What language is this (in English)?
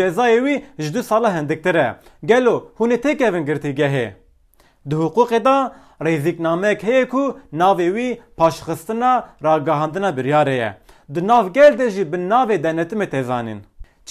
Kurdish